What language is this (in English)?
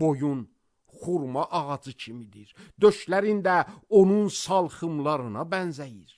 Azerbaijani